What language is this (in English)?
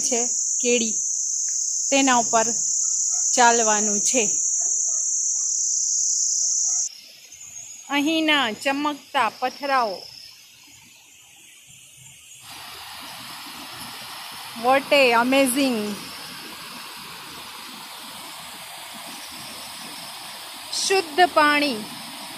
Gujarati